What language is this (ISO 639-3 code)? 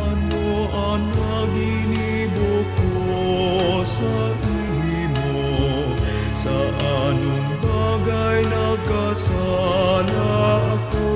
bik